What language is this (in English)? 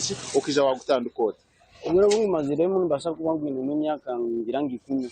Nyankole